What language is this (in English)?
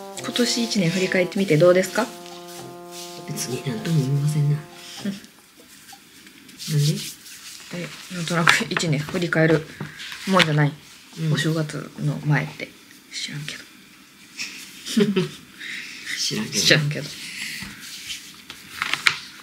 Japanese